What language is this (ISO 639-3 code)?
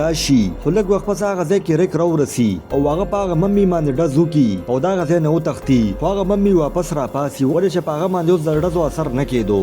pus